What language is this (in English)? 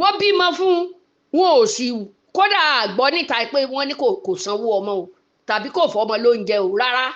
Yoruba